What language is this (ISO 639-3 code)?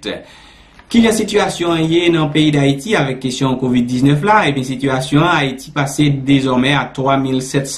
hat